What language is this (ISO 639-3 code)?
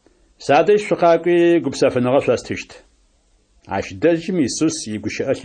ady